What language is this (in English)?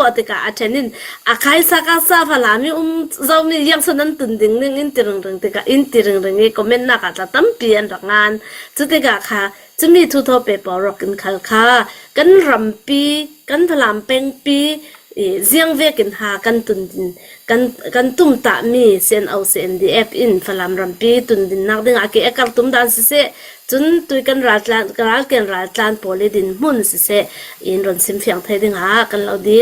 Falam Chin